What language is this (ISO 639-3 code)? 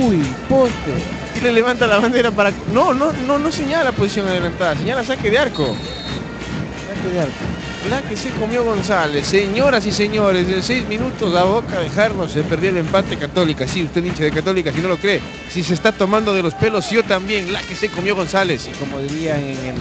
spa